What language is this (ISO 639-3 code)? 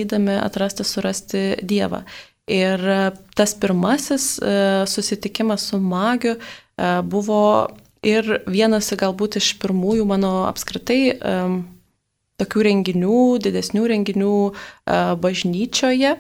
lit